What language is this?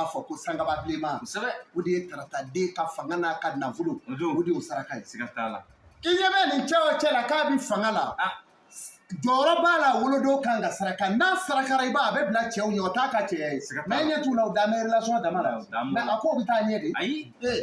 Bambara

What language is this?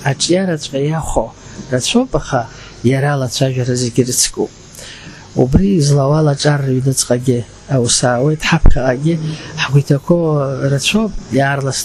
Abkhazian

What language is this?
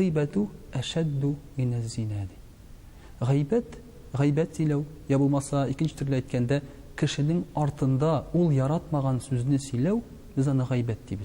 Tatar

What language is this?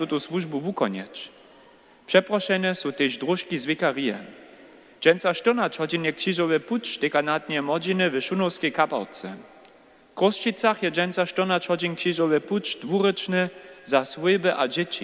Upper Sorbian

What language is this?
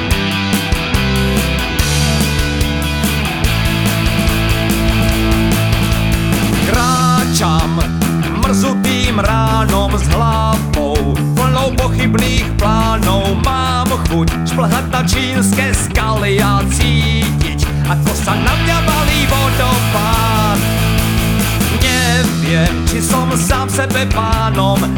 Slovak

